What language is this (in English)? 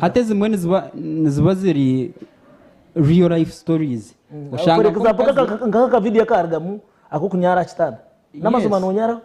Nyankole